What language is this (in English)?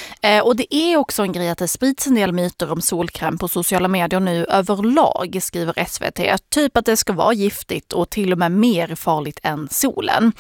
Swedish